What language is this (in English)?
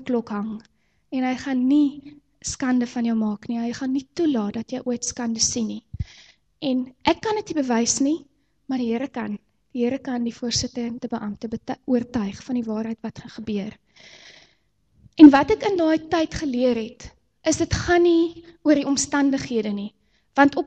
Afrikaans